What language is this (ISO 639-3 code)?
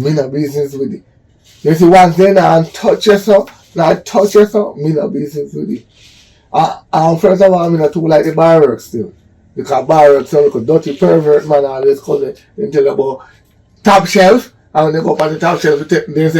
jam